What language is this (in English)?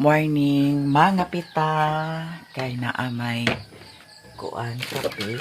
Cebuano